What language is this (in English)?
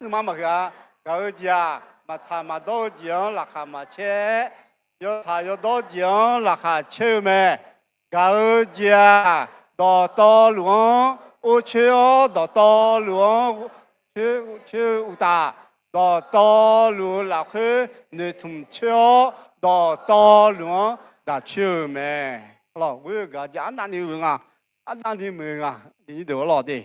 Akha